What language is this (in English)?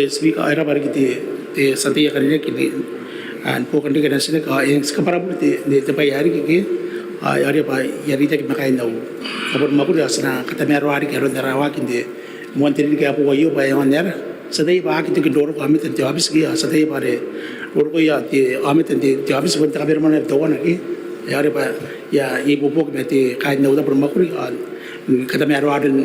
Gilbertese